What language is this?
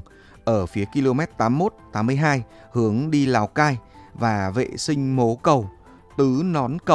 Vietnamese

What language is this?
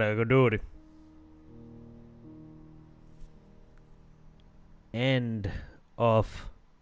Finnish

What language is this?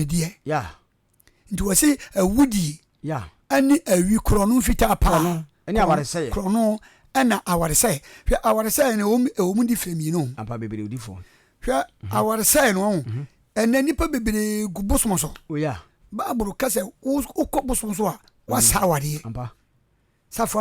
Akan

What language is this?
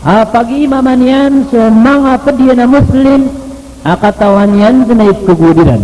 Maranao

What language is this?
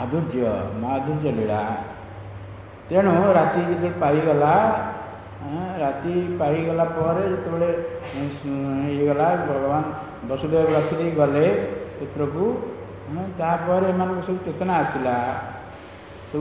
Odia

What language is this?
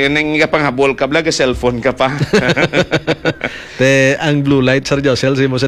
Hiligaynon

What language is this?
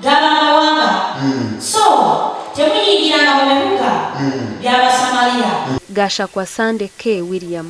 Nyankole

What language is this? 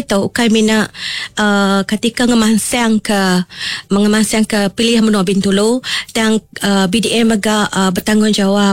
Iban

